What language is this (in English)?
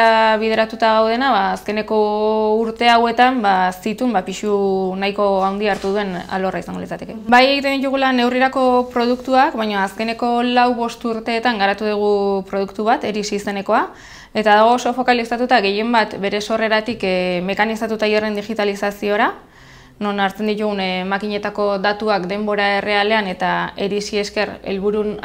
Basque